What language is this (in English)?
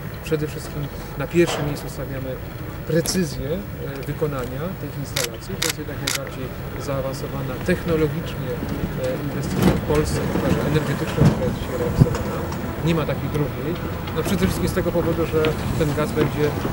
Polish